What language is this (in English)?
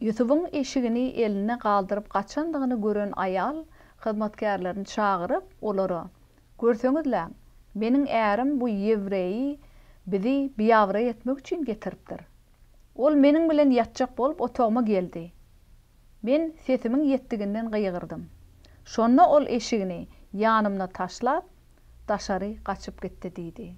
Turkmen